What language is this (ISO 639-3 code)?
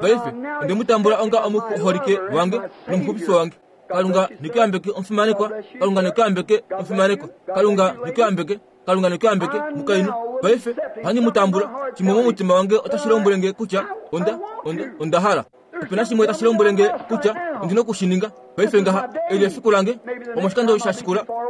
kua